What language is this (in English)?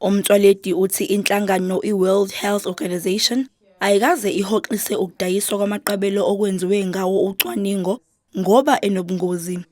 Zulu